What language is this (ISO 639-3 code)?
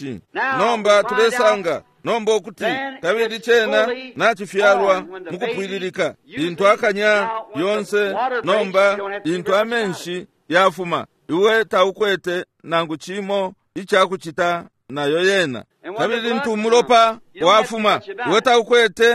bem